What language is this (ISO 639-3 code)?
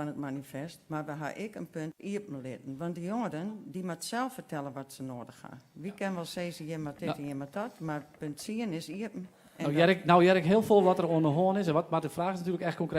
fry